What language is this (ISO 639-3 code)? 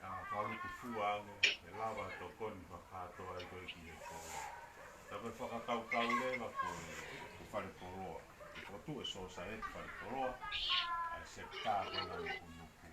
ton